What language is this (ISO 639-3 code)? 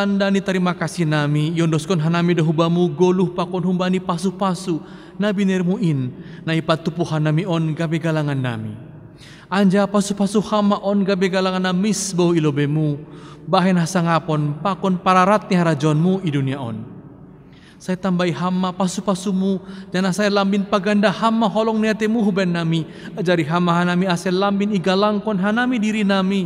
bts